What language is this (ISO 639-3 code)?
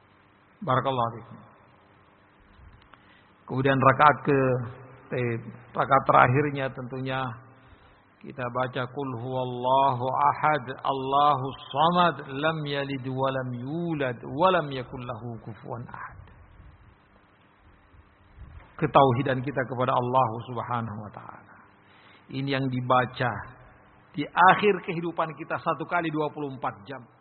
ind